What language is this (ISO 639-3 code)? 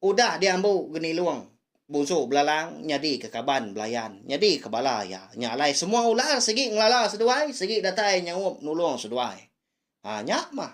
iba